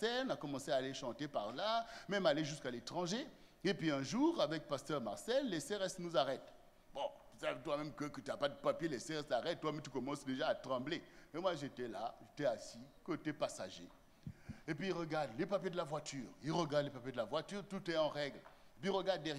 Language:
French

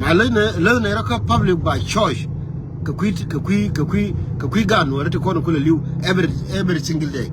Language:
Nuer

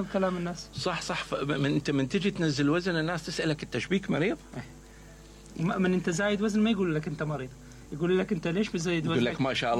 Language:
Mesopotamian Arabic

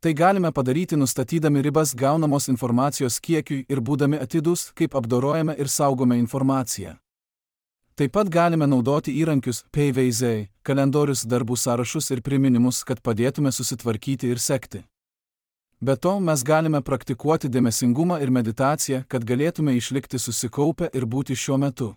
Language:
Lithuanian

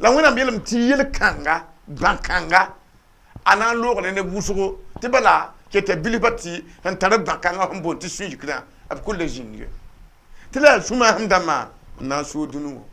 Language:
Mossi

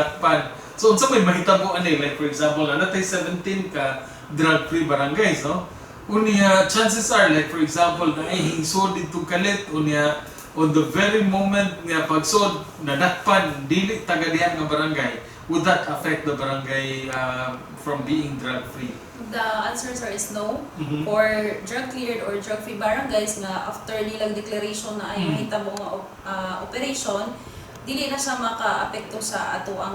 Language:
Cebuano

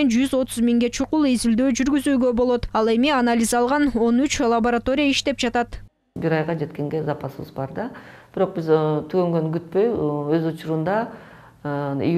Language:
Kyrgyz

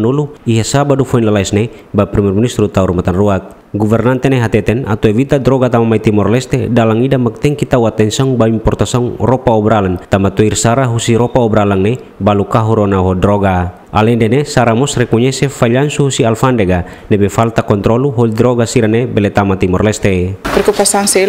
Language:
Tetum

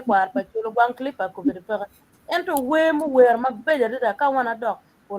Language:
Acoli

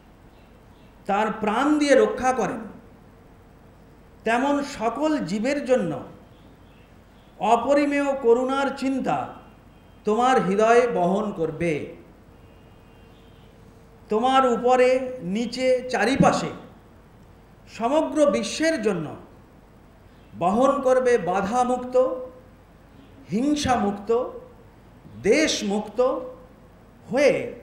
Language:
Bangla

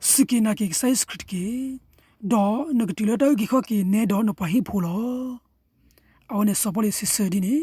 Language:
S'gaw Karen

